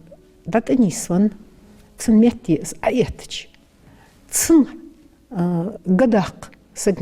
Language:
Ingush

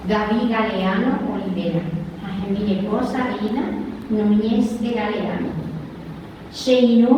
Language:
Guarani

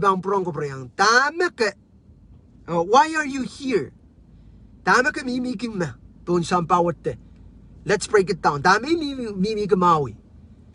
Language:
Pohnpeian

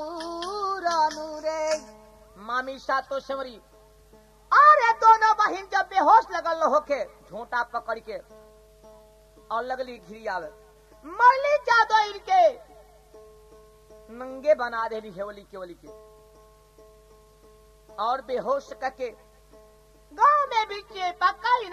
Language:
Bhojpuri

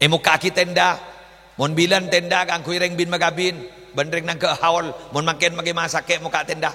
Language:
Madurese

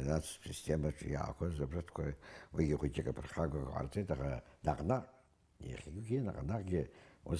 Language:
Abkhazian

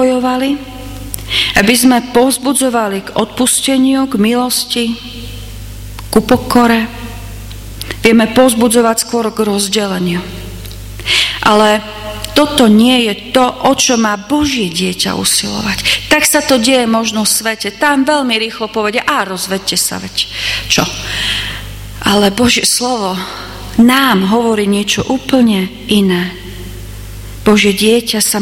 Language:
Slovak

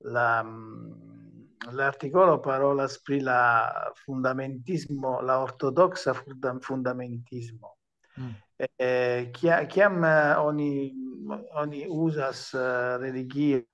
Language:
Esperanto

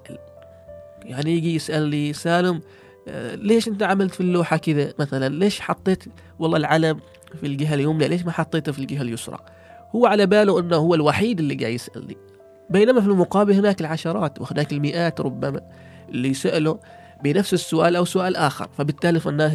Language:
Gulf Arabic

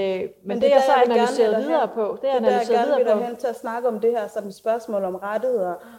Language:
Danish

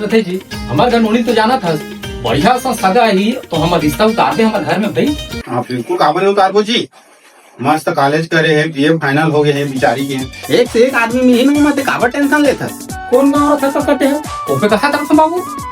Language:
Chhattisgarhi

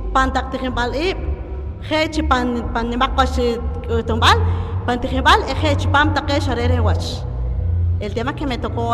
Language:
Poqomchi'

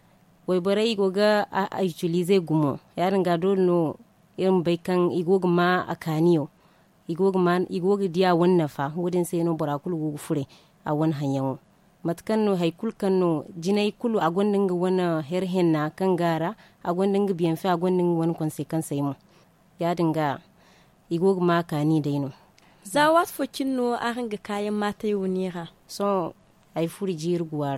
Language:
Zarma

